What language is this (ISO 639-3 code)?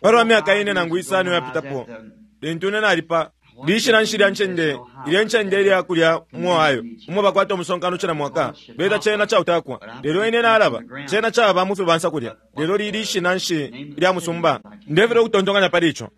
bem